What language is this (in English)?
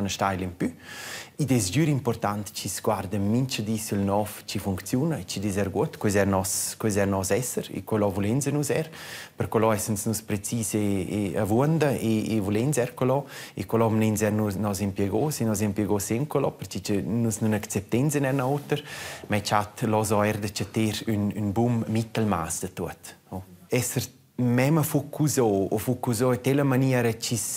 Romansh